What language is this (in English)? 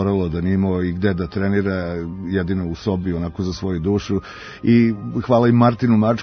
Serbian